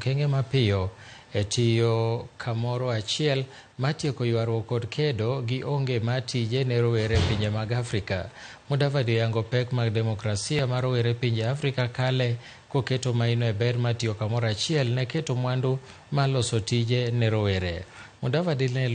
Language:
Luo (Kenya and Tanzania)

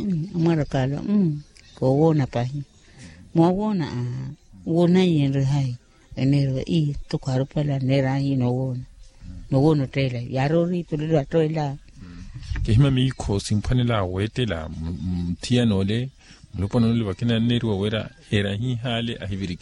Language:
Makhuwa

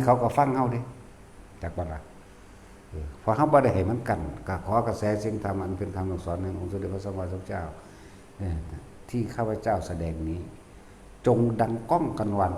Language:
Northeastern Thai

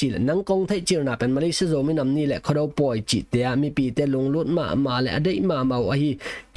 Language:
Tedim Chin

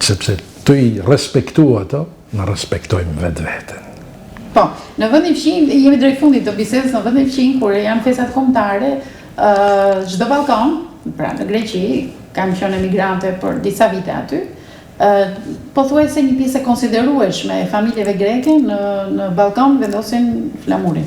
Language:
Albanian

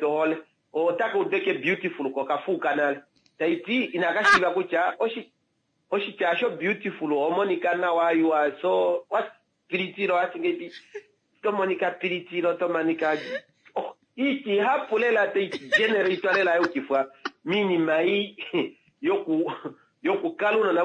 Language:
Kuanyama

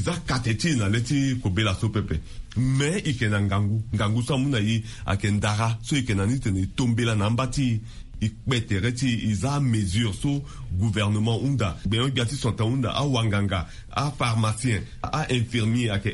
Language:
Sango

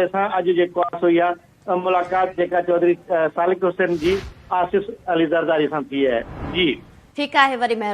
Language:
Sindhi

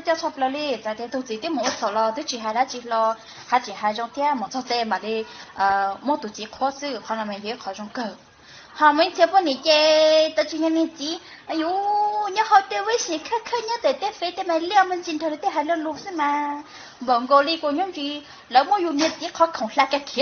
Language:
Hmong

